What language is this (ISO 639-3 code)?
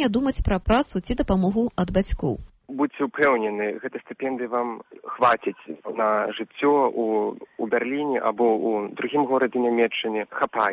bel